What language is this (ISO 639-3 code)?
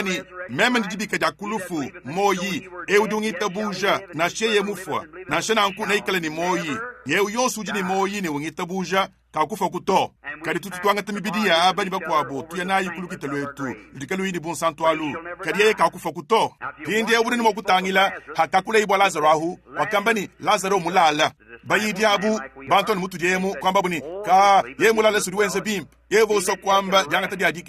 lua